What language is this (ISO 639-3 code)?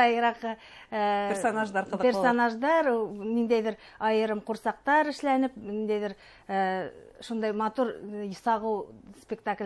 bak